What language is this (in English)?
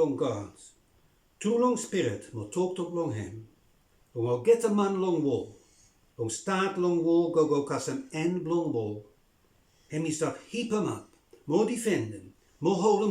Bislama